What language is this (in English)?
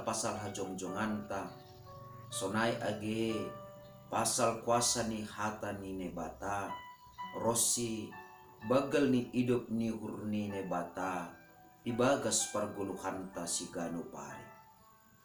Batak Simalungun